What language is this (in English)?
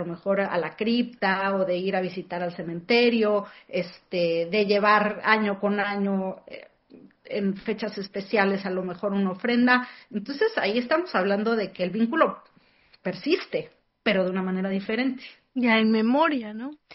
Spanish